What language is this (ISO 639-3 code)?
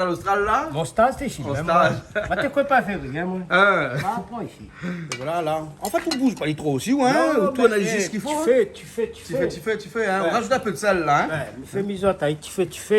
rcf